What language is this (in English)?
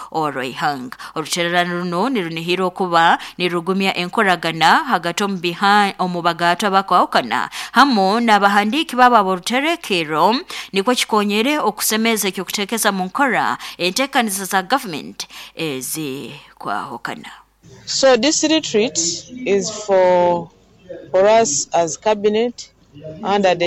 Nyoro